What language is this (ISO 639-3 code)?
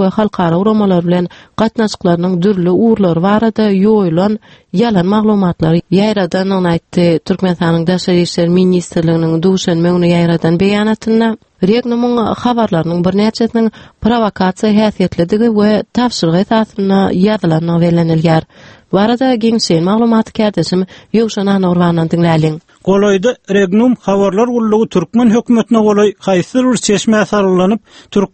tuk